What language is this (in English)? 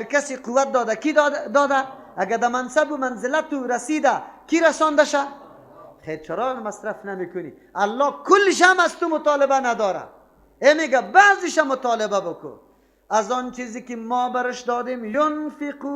Persian